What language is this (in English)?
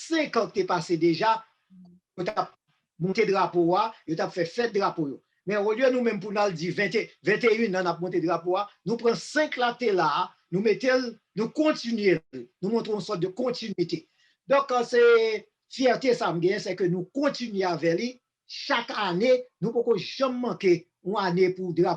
Haitian Creole